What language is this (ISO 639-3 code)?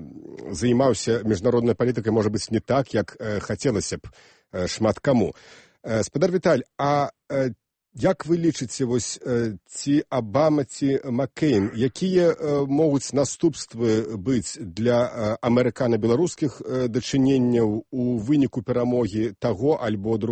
bel